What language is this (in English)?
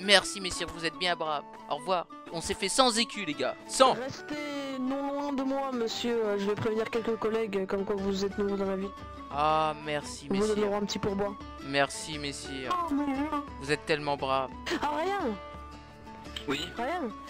French